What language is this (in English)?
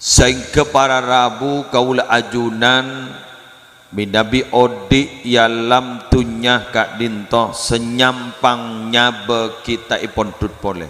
Madurese